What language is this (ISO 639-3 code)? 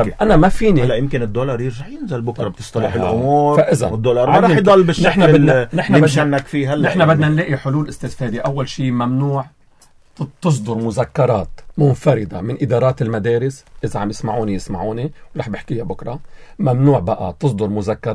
apc